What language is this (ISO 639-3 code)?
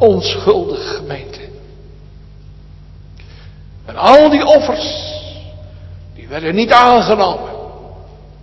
nld